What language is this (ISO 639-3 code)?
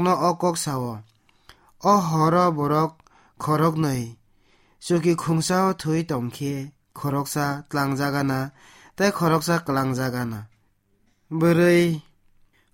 trp